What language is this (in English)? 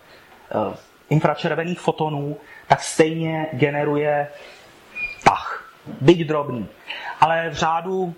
Czech